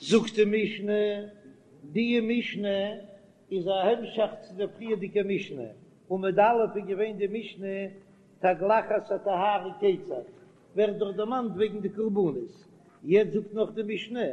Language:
Yiddish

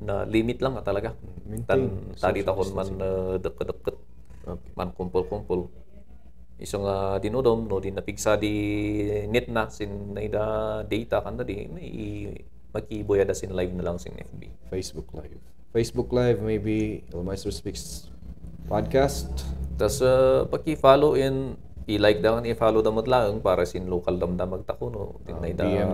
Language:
Kankanaey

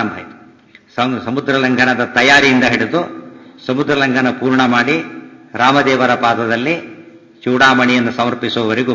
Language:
Kannada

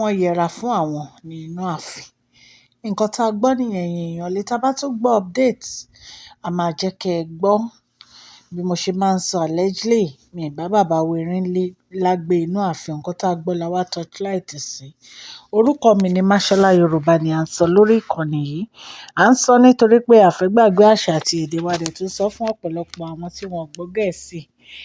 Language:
Yoruba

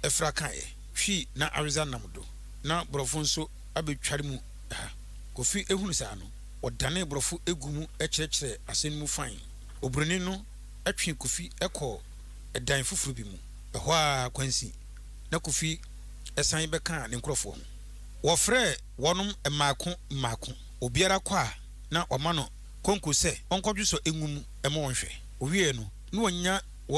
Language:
Akan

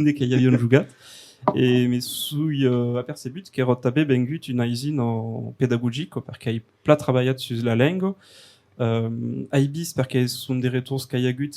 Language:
Occitan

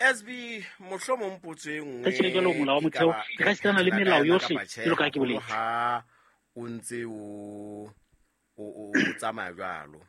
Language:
Southern Sotho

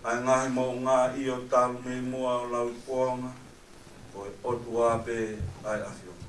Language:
Tongan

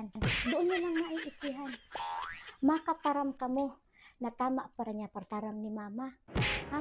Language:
Bikol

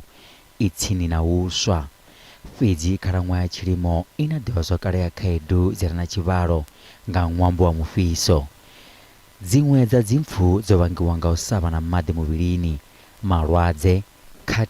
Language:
Venda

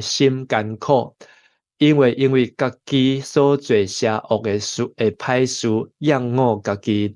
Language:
Min Nan Chinese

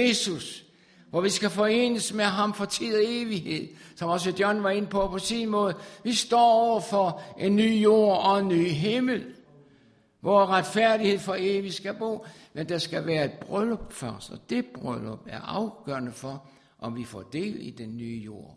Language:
Danish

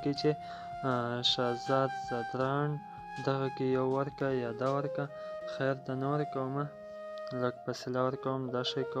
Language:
Pashto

